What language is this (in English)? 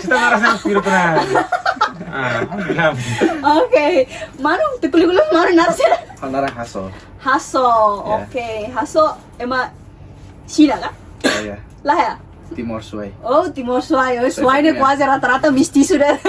Tetum